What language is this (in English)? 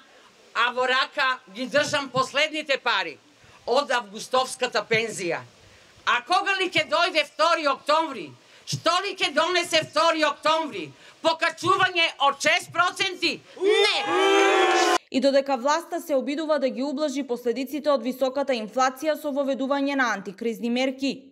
Macedonian